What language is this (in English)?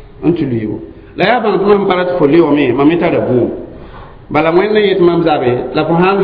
Mossi